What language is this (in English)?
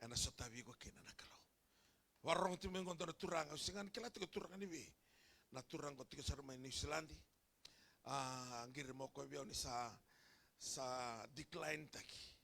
Fijian